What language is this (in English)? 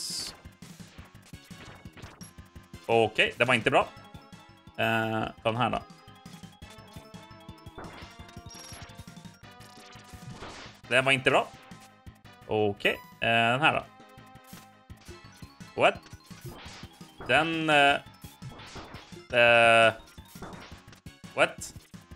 Swedish